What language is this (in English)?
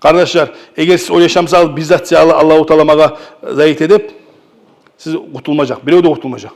Kumyk